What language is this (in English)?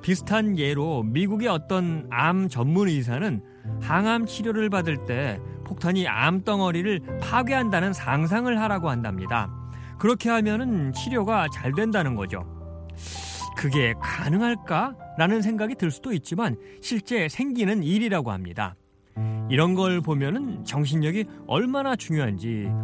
Korean